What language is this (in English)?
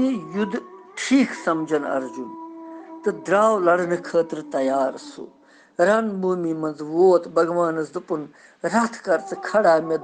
Kashmiri